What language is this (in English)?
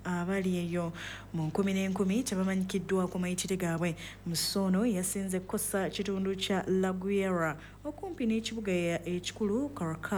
Ganda